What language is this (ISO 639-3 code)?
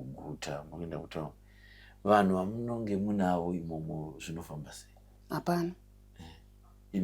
sna